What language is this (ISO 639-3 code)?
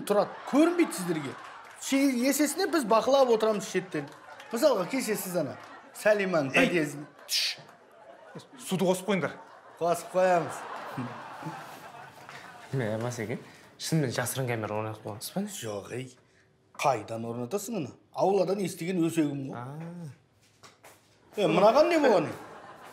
kaz